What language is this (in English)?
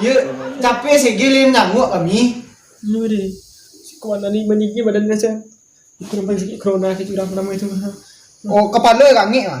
Minangkabau